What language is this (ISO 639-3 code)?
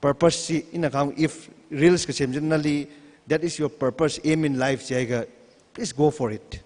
nmf